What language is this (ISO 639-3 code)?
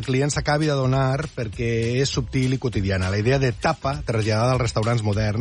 cat